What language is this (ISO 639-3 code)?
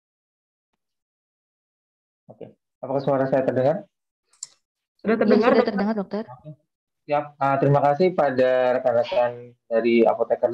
ind